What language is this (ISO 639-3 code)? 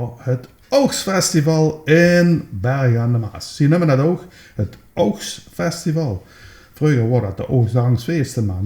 lim